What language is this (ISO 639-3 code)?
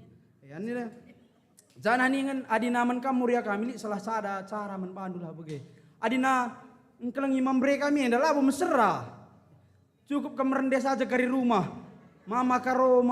btx